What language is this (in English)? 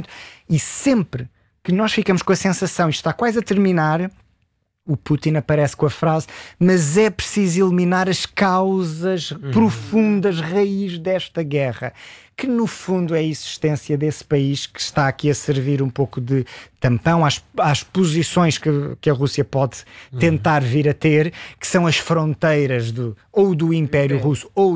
Portuguese